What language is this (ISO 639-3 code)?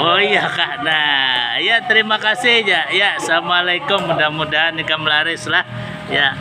bjn